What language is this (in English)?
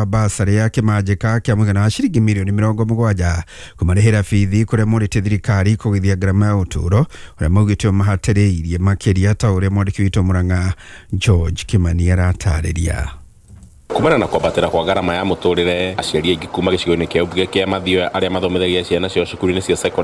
Kikuyu